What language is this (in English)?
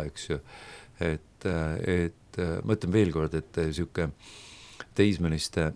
Estonian